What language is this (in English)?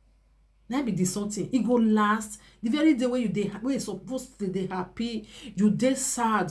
Nigerian Pidgin